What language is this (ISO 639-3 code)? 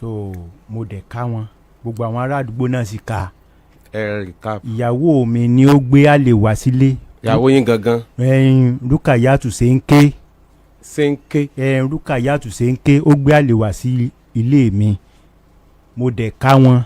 yor